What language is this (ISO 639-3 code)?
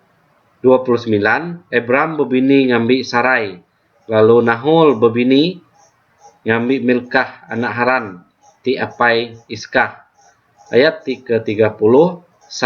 iba